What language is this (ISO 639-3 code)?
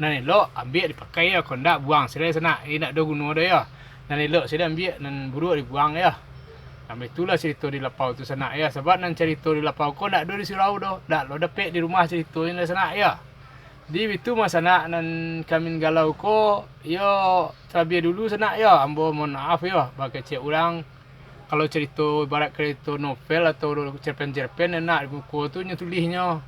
min